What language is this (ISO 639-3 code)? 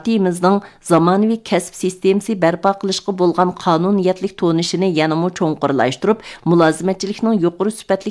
uig